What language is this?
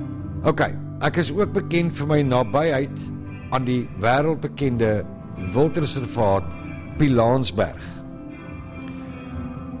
Afrikaans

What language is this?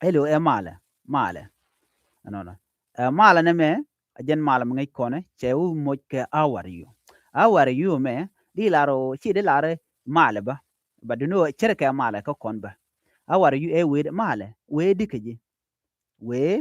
Nuer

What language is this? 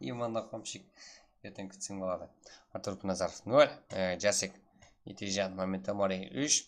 Kara-Kalpak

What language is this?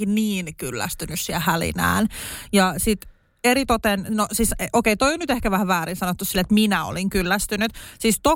Finnish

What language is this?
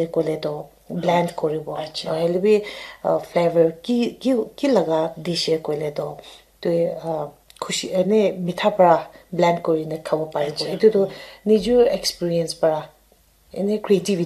Naga Pidgin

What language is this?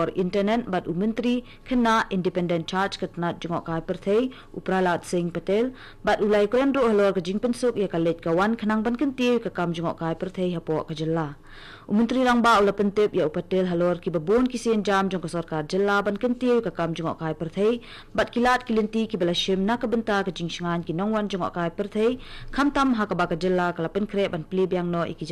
Khasi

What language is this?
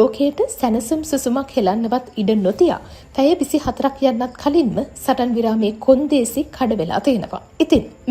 Sinhala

